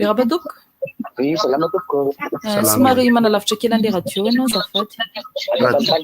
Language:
Malagasy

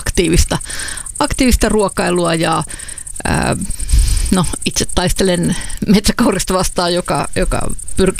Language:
Finnish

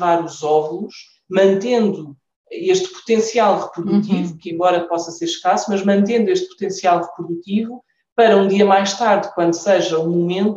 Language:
Portuguese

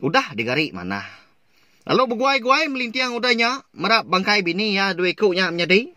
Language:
Iban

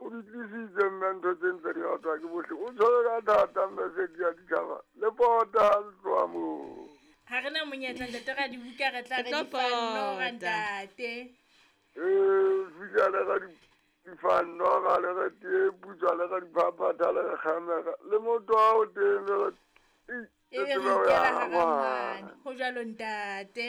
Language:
Southern Sotho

